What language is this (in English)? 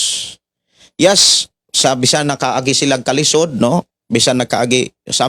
Cebuano